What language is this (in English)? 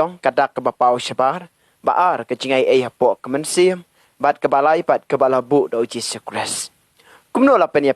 Khasi